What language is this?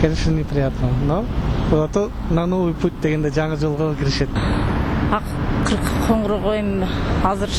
Kyrgyz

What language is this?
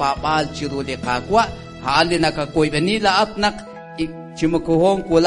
Kekchí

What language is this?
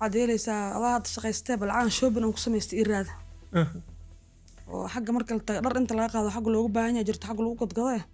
Somali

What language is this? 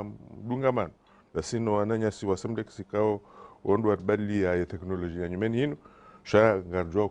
Ngazidja Comorian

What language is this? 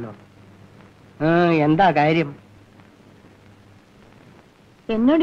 Malayalam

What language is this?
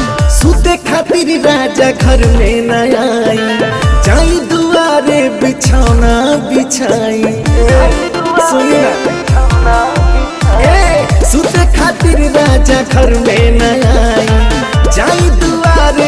Bhojpuri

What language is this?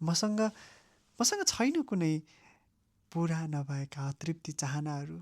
Nepali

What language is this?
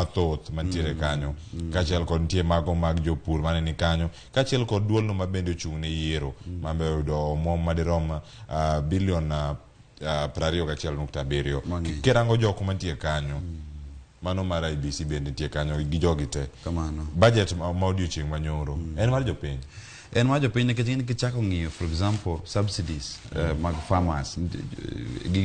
Luo (Kenya and Tanzania)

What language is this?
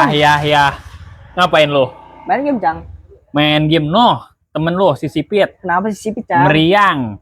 Betawi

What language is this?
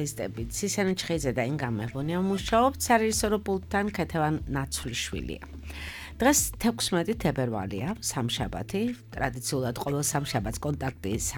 Georgian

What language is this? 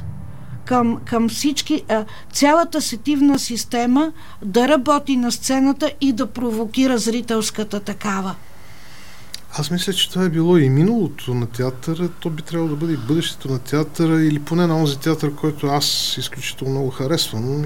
Bulgarian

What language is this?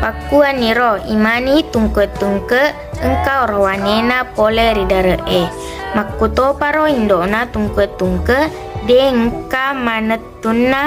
Buginese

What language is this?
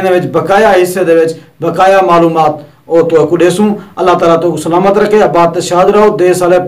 Saraiki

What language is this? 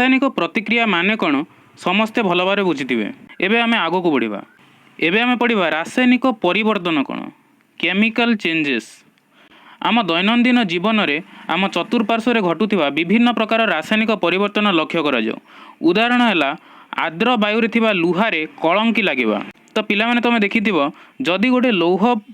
Odia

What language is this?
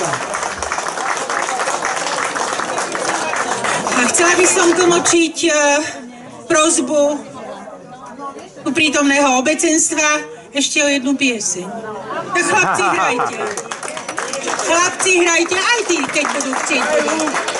Slovak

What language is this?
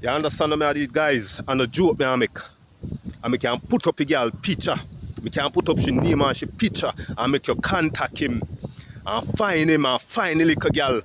Jamaican Creole English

